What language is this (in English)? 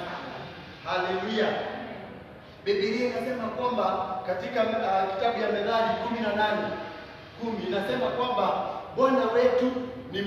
Swahili